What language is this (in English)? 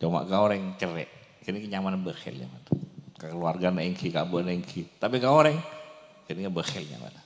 Madurese